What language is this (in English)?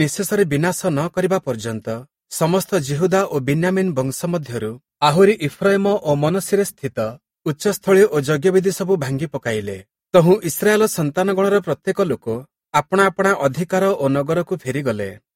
Odia